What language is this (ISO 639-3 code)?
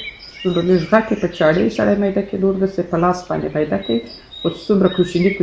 pus